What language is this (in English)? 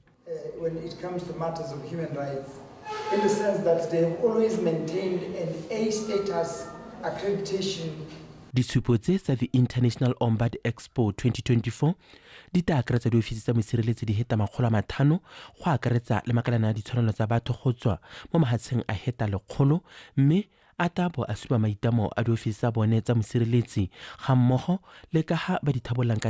Tswana